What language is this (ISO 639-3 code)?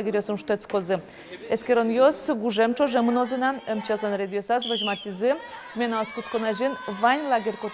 udm